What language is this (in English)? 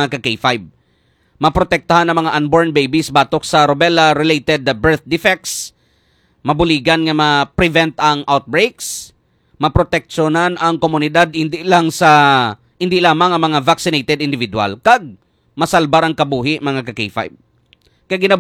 Hiligaynon